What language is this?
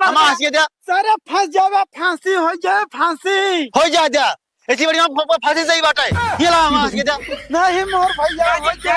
Awadhi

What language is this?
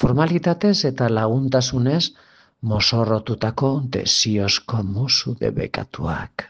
Basque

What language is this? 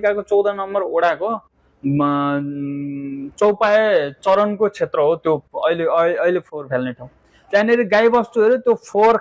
Nepali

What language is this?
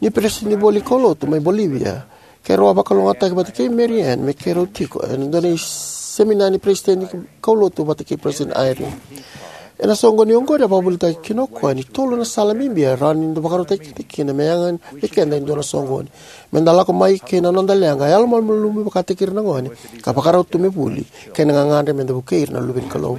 Fijian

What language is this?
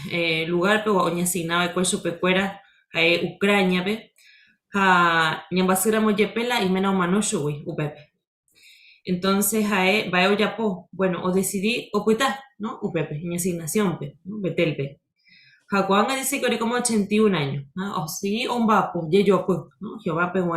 Guarani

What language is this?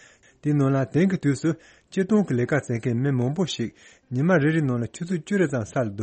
Tibetan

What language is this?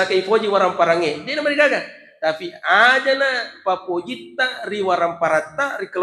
Buginese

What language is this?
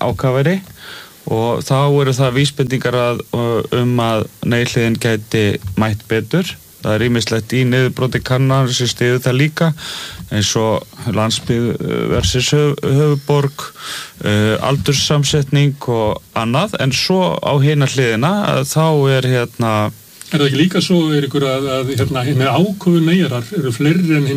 Icelandic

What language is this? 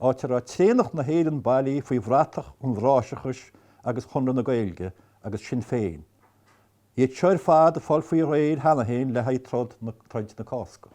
Irish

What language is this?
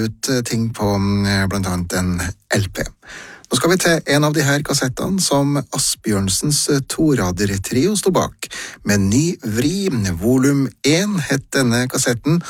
Norwegian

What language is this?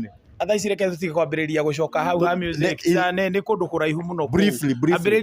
Kikuyu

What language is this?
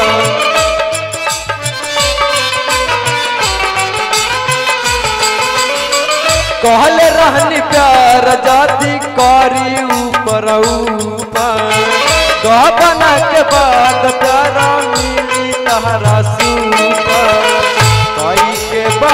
Bhojpuri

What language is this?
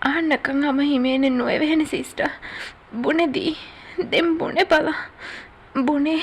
Divehi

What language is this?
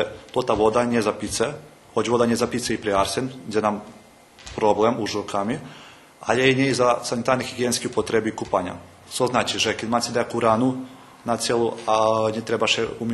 Rusyn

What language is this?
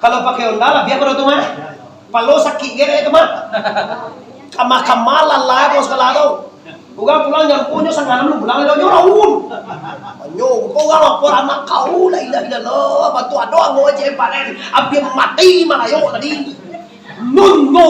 Minangkabau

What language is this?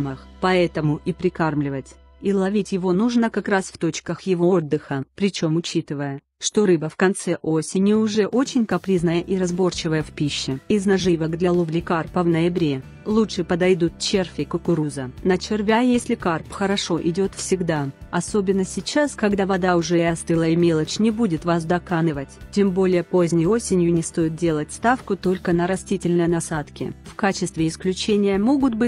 Russian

